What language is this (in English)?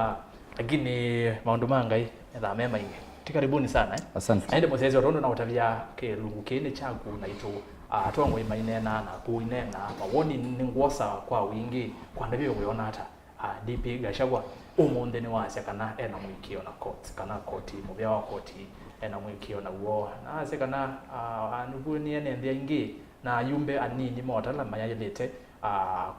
Kamba